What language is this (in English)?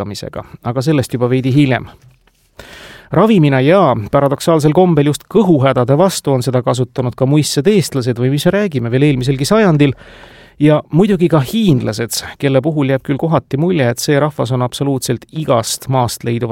Estonian